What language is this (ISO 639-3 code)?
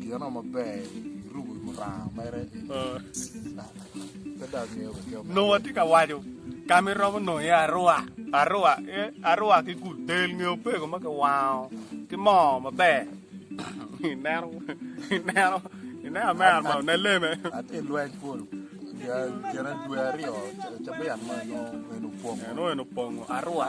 ach